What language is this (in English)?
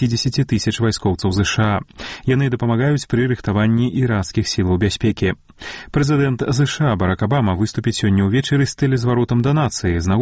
Belarusian